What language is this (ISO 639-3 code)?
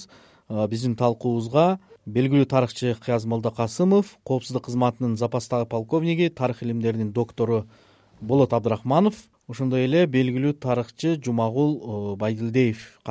kir